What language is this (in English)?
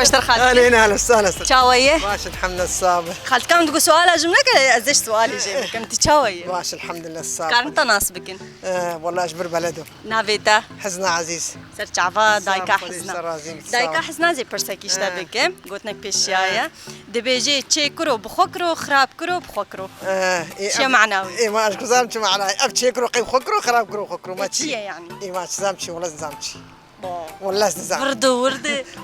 Kurdish